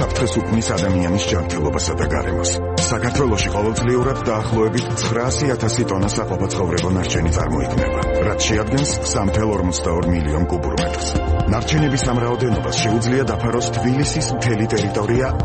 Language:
Georgian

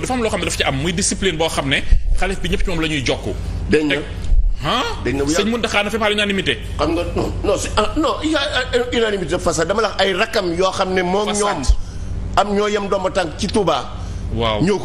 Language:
Wolof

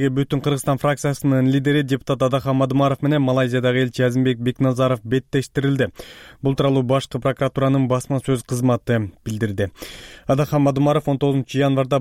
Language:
Kyrgyz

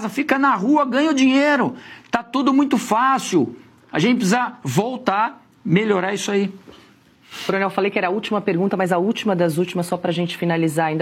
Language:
Portuguese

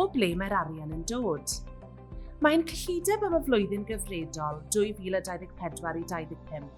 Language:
Welsh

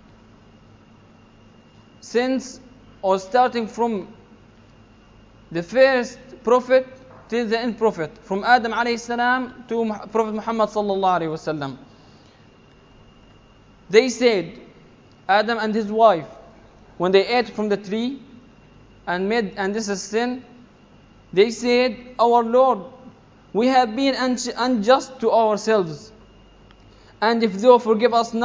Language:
English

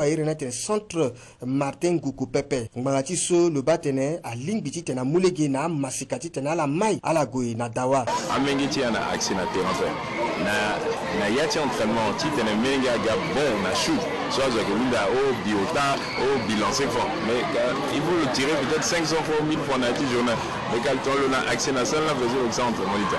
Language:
Sango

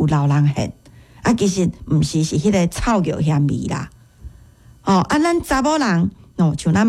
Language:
Min Nan Chinese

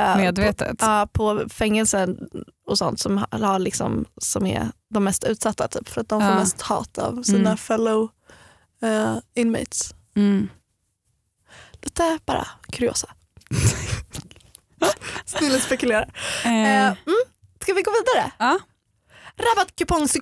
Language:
Swedish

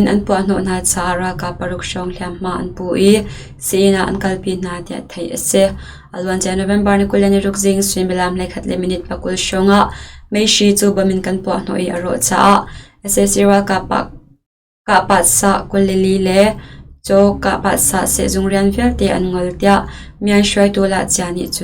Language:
Hakha Chin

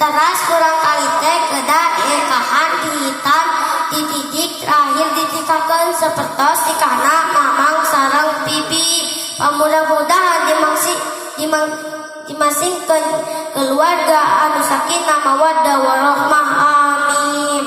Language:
Sundanese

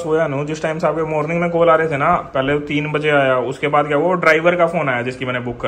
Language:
Hindi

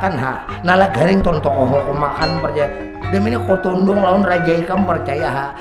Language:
Banjar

